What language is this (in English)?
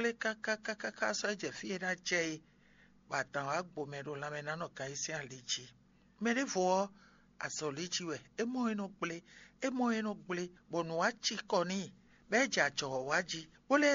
Fon